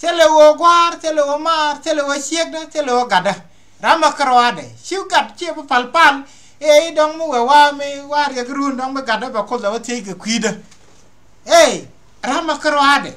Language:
Nuer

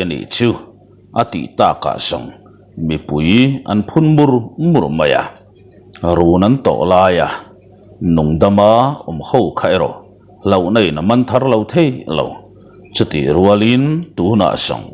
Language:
Mizo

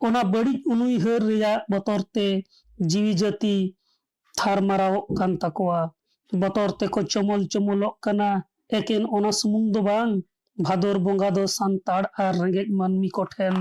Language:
Santali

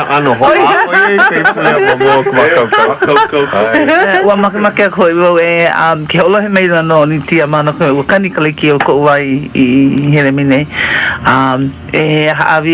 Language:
Hawaiian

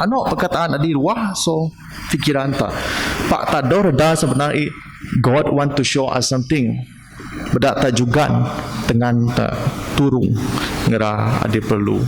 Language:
Biatah Bidayuh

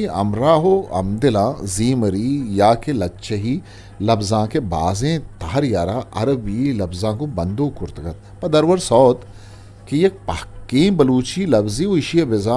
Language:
Eastern Balochi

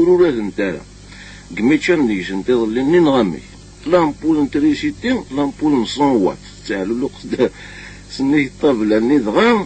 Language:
Kabyle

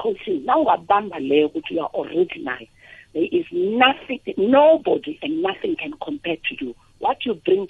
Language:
South Ndebele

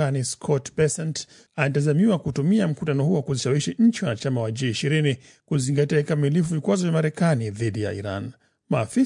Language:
Swahili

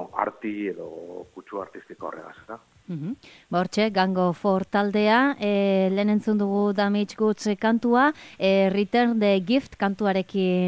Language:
Basque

